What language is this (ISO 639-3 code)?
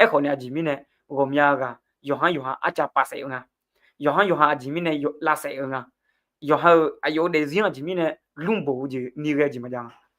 ahk